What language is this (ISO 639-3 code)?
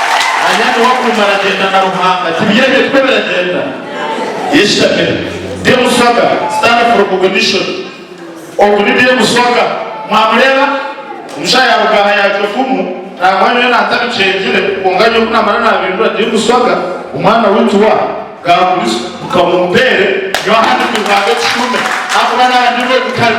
nyn